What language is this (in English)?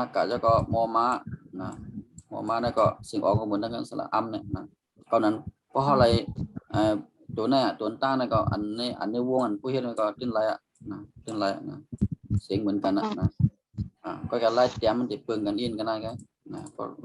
Shan